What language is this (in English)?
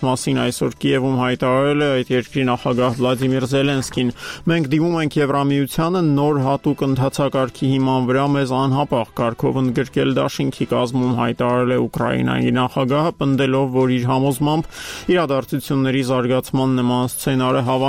Armenian